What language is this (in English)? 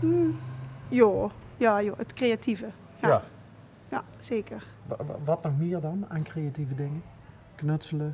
Limburgish